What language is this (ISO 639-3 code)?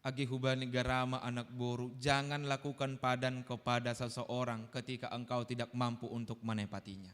bts